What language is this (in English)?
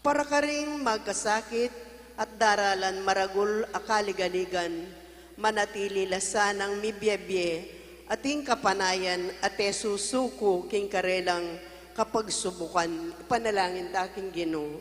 Pampanga